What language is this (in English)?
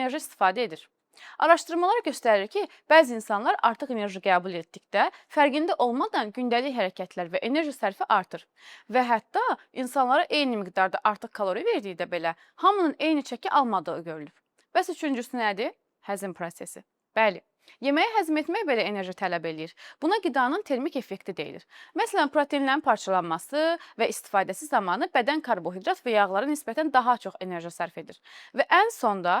Azerbaijani